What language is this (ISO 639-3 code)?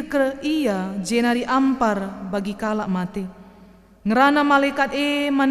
btx